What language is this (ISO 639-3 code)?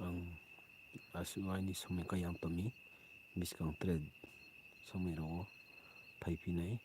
ria